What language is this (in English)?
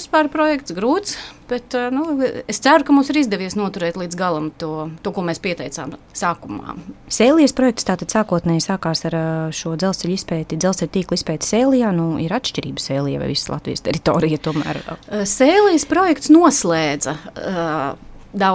Latvian